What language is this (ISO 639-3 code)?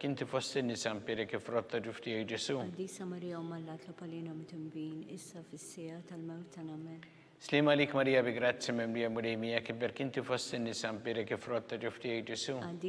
mlt